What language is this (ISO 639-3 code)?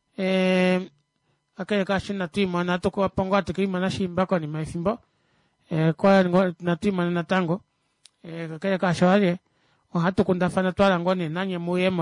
kua